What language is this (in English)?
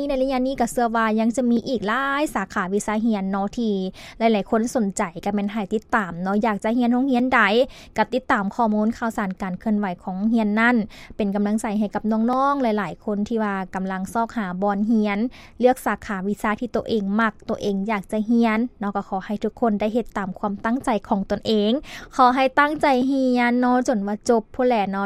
Lao